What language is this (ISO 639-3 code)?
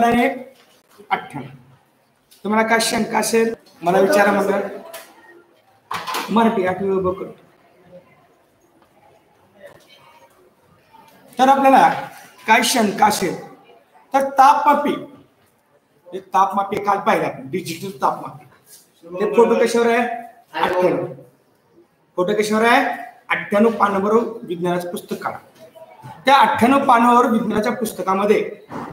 mar